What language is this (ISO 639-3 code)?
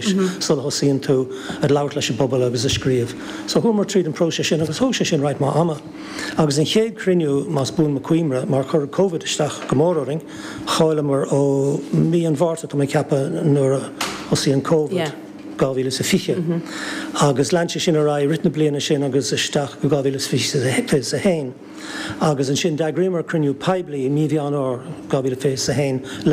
gle